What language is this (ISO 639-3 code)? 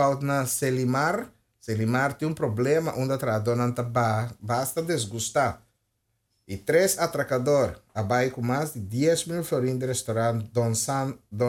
pap